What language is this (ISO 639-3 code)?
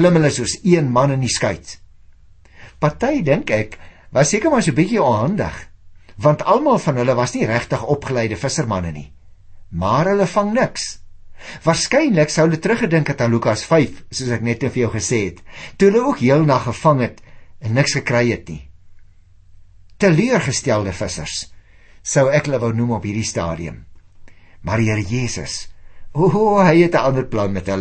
afr